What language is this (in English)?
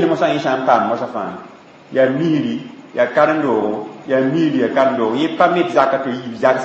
Mossi